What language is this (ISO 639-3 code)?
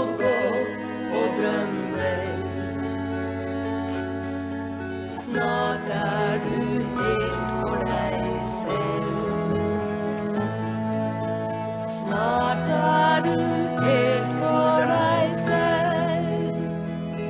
nor